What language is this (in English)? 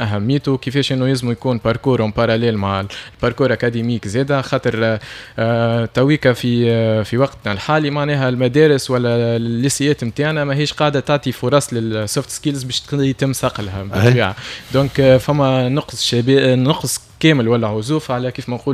Tunisian Arabic